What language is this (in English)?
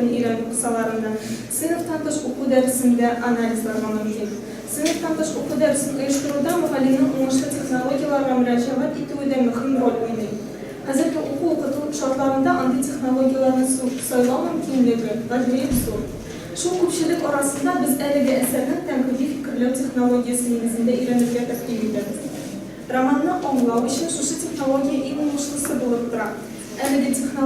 Tatar